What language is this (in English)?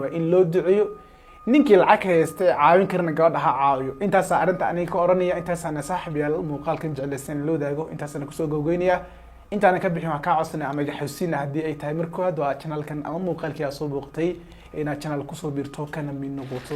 Somali